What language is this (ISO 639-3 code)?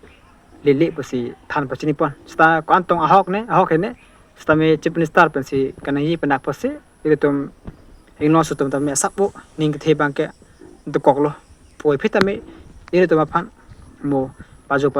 mjw